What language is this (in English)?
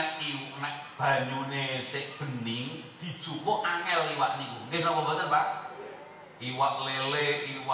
Javanese